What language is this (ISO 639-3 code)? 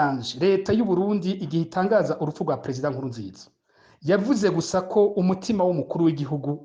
run